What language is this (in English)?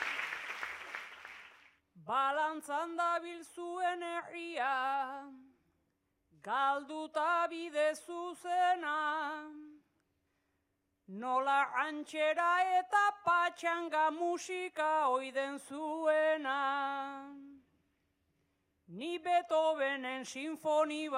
Basque